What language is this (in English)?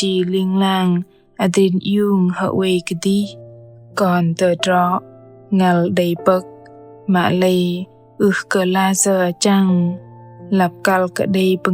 Bahnar